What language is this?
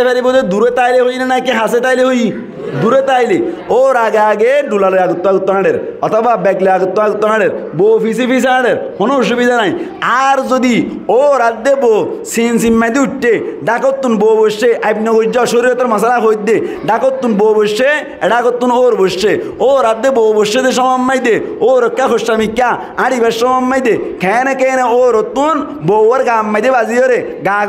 Rohingya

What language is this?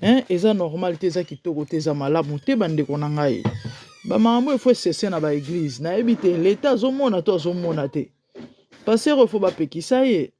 Lingala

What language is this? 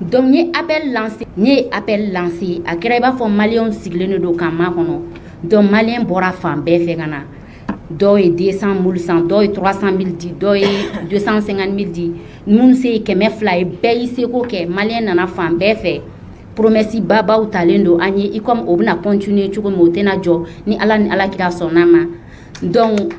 Bambara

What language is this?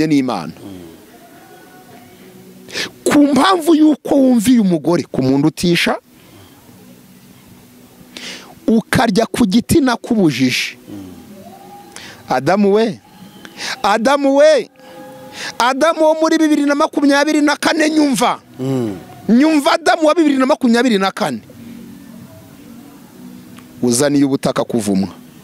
Kinyarwanda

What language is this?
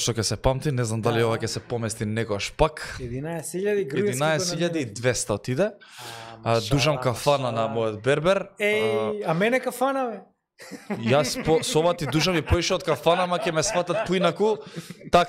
Macedonian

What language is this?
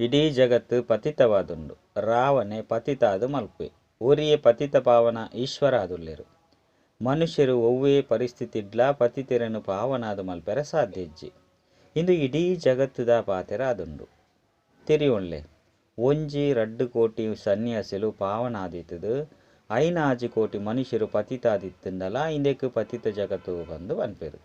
Tulu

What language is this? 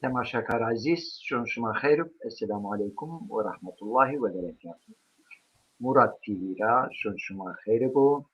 Zaza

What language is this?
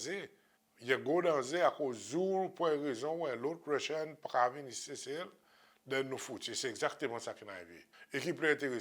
Seselwa Creole French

